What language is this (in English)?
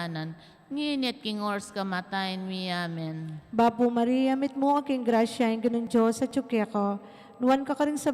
Pampanga